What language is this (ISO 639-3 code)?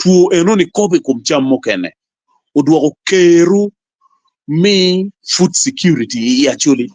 ach